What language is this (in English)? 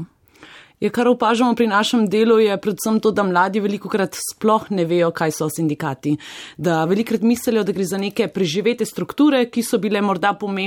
Slovenian